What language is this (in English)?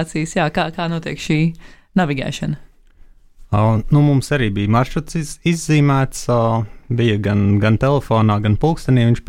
Latvian